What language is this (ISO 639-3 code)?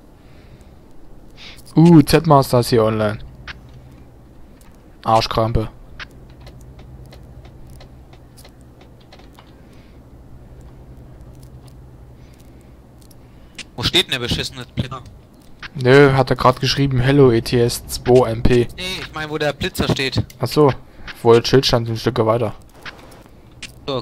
deu